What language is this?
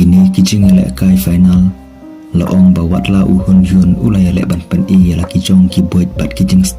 Khasi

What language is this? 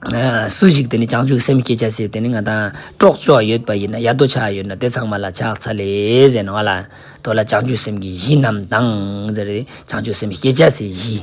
Ladakhi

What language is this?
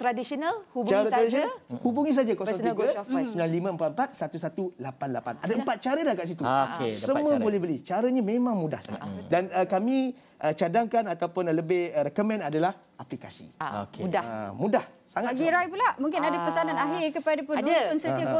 Malay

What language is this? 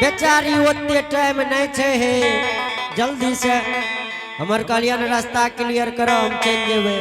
Angika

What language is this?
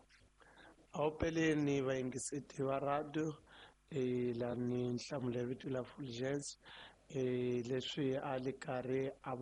Tsonga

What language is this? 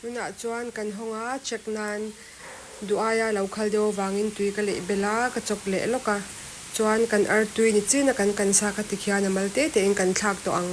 Mizo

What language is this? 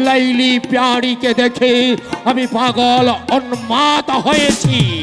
Bangla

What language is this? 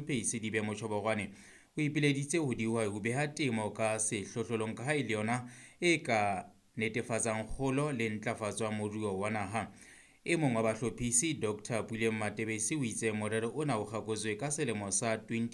Southern Sotho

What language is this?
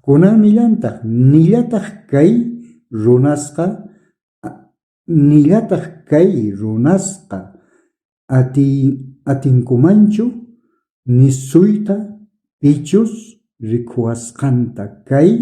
South Bolivian Quechua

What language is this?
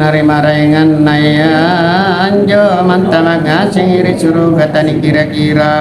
Makasar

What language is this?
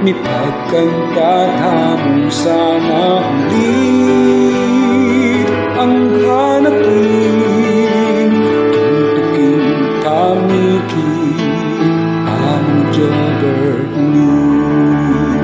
Pampanga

